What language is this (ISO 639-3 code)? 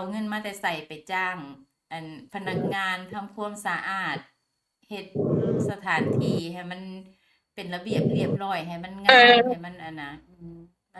lao